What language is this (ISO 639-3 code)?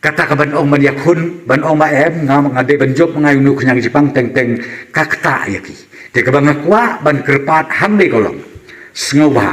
kha